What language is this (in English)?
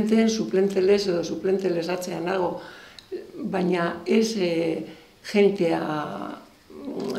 Basque